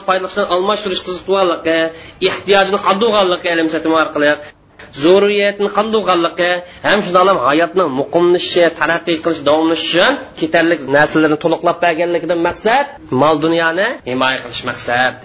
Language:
Uyghur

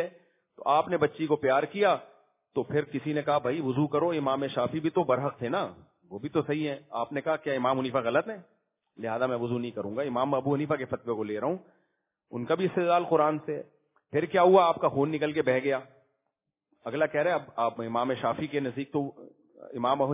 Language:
Urdu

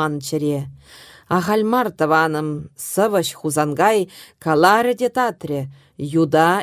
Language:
Chuvash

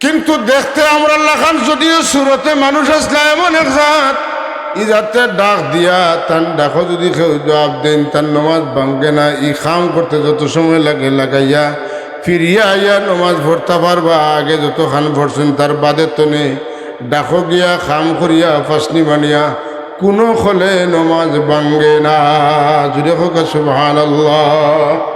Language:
Sylheti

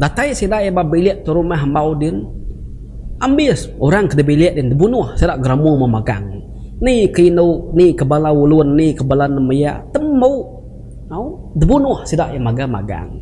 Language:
Iban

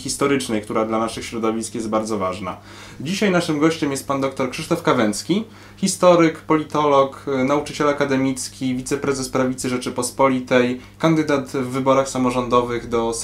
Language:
Polish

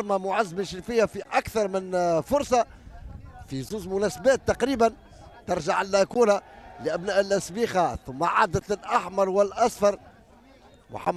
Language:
Tunisian Arabic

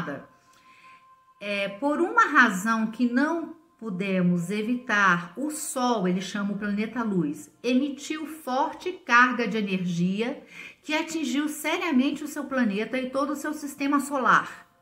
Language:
Portuguese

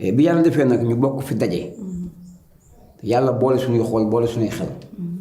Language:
Wolof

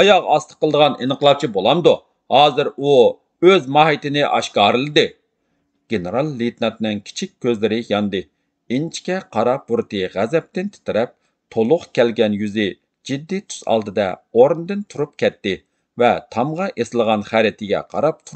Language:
Uyghur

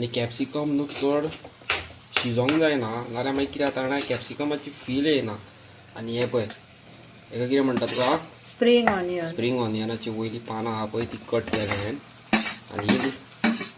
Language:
Konkani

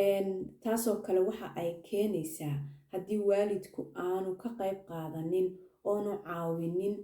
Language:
Somali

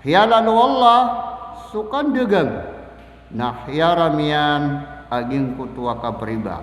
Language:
Maranao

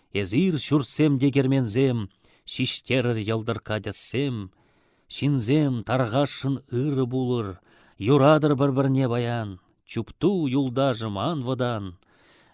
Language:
Chuvash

